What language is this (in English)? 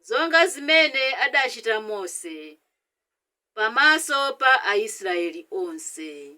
Nyanja